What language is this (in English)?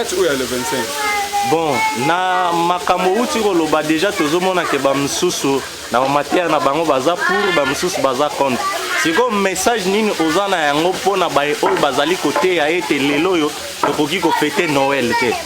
Lingala